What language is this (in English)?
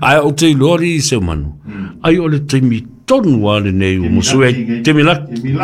Samoan